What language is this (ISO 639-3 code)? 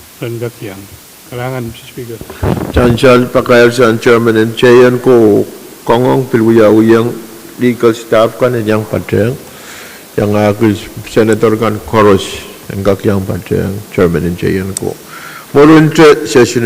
pon